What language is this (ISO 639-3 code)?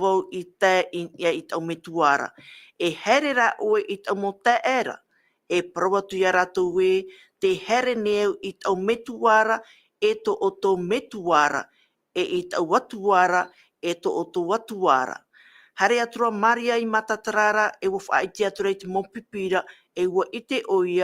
tah